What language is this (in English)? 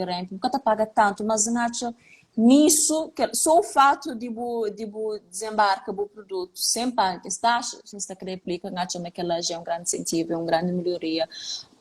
Kabuverdianu